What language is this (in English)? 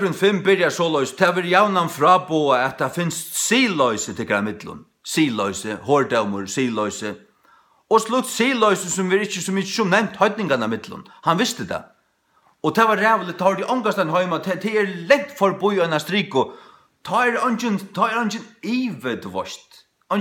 Faroese